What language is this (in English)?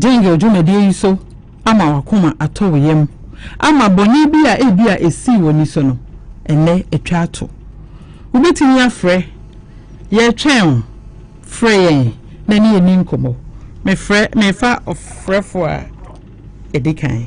Akan